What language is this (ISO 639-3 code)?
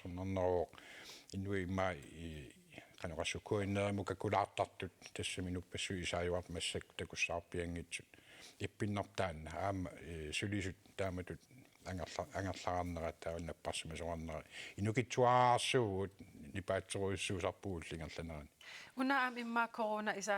kal